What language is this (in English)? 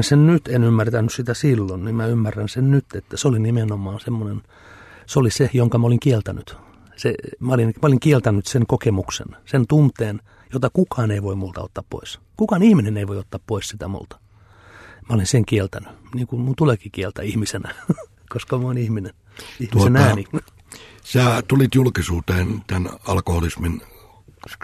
Finnish